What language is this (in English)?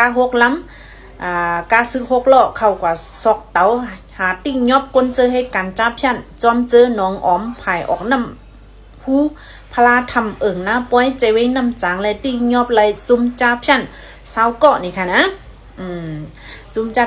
Shan